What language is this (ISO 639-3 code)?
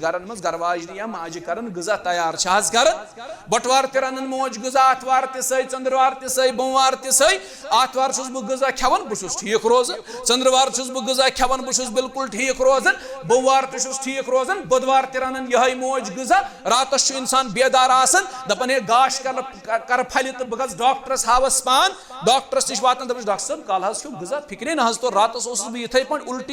kas